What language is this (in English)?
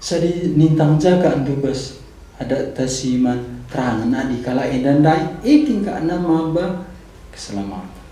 Batak Karo